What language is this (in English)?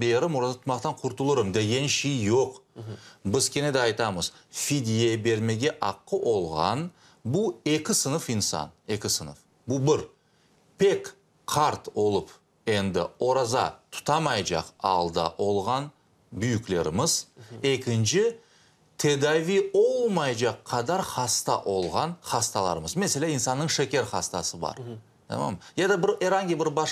Crimean Tatar